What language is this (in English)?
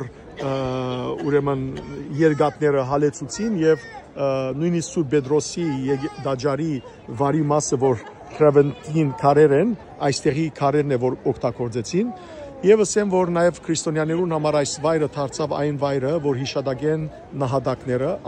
Western Armenian